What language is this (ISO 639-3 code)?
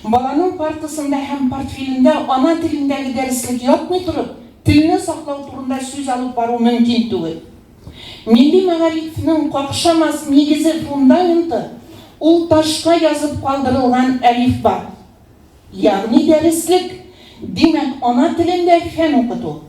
tat